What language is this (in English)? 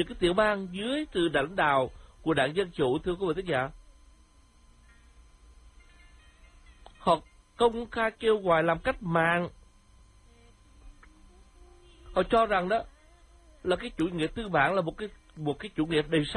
Vietnamese